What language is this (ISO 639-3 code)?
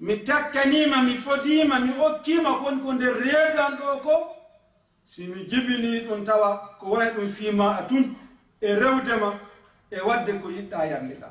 ful